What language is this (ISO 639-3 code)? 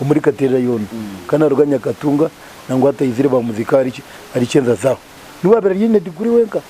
nyn